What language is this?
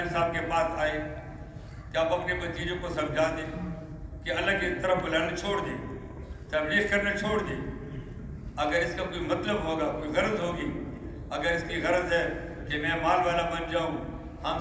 Urdu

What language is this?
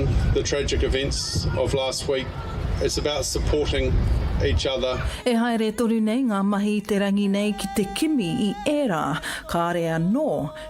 Māori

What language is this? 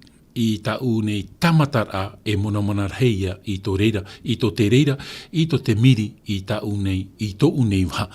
Tahitian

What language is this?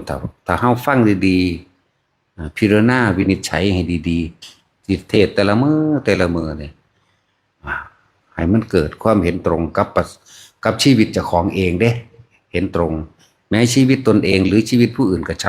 Northeastern Thai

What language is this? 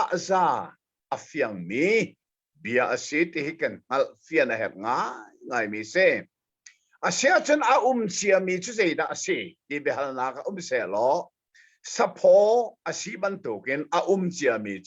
Hakha Chin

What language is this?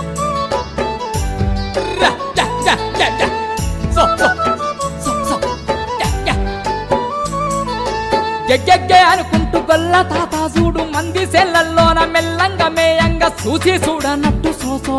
Telugu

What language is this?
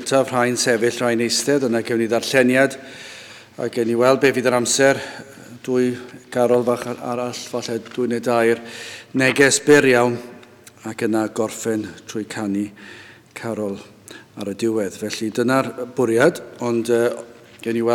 Welsh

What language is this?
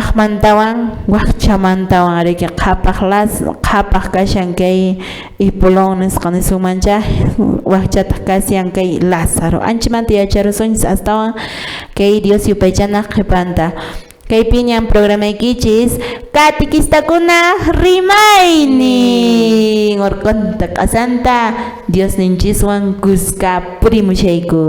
Quechua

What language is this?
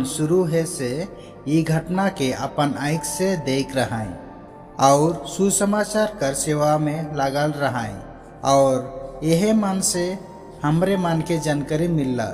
Sadri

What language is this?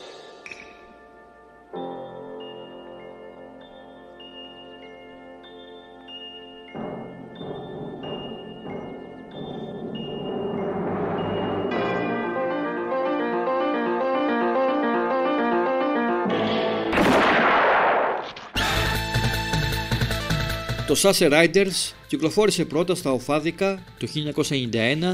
Greek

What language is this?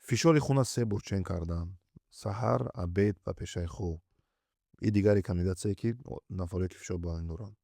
Tajik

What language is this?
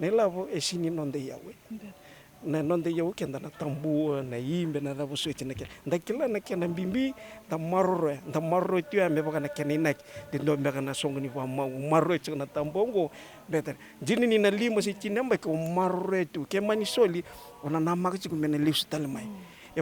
Fijian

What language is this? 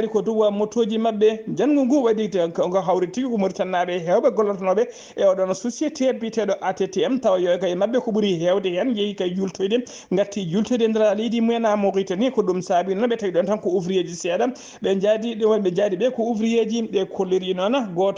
Fula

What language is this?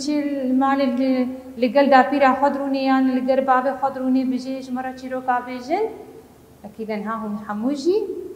Kurdish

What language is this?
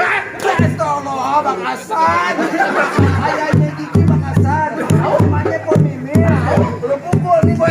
Betawi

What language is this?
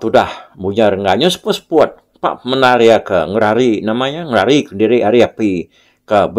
Iban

